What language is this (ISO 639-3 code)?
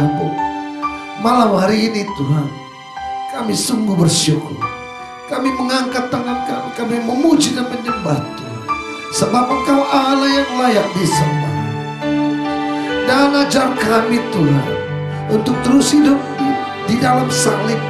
ind